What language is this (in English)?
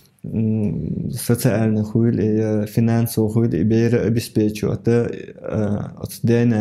Chechen